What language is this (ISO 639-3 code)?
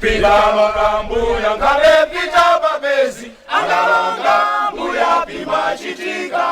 nya